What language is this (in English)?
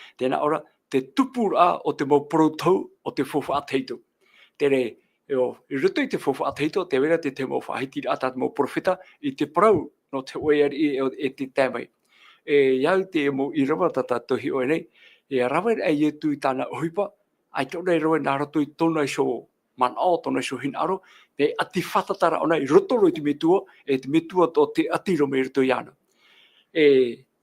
Tahitian